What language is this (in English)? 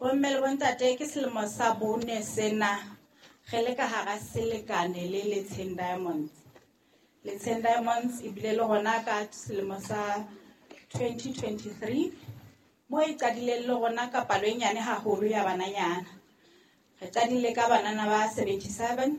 Southern Sotho